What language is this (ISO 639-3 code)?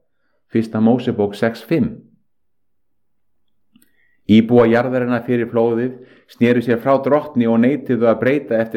isl